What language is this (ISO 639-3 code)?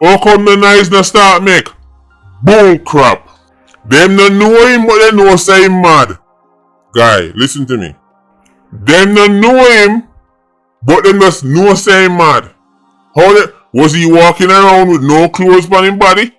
jam